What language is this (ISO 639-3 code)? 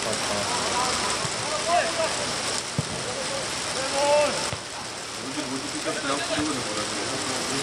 ces